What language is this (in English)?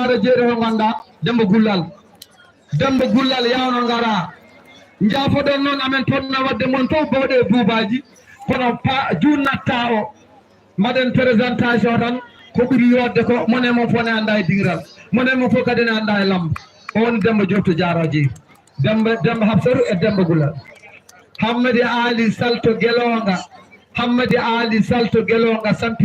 Fula